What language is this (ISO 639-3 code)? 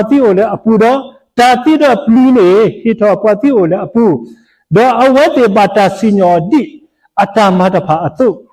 ksw